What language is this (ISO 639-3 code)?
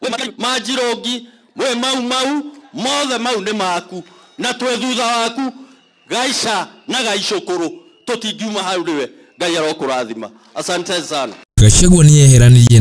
kik